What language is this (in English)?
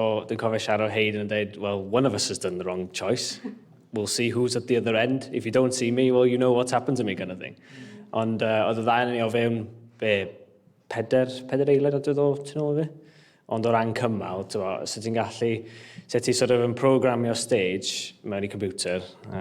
Welsh